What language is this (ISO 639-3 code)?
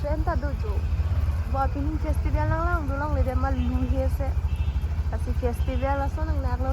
mjw